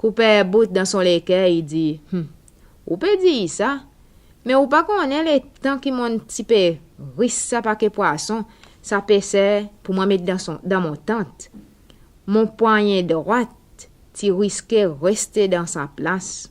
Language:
Seselwa Creole French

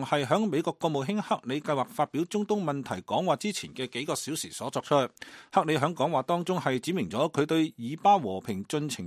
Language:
Cantonese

